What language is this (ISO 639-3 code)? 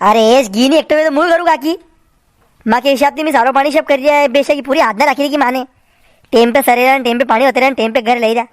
raj